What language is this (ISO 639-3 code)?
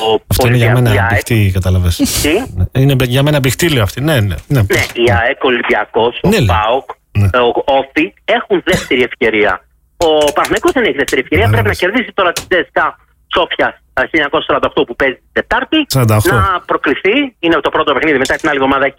ell